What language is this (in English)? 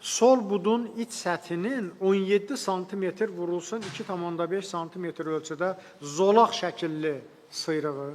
Azerbaijani